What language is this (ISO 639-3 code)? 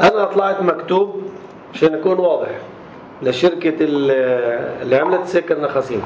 apc